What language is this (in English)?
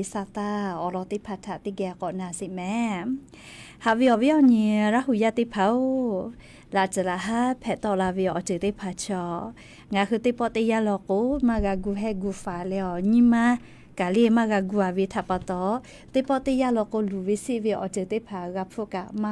Lahu